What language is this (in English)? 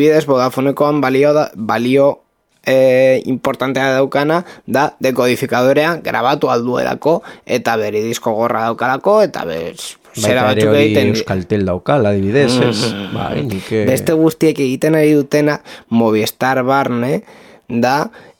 Basque